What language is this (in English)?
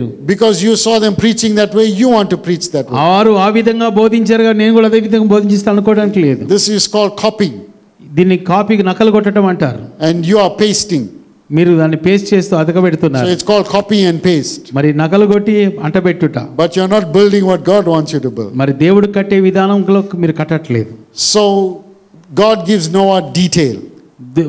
Telugu